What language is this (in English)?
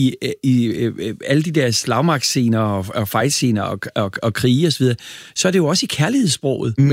Danish